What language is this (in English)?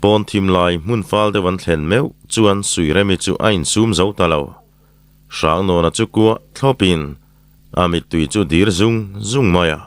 Mizo